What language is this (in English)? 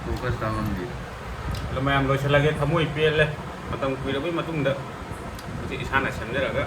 Manipuri